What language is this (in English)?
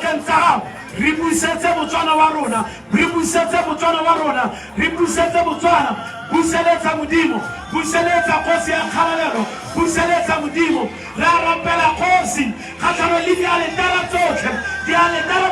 Tswana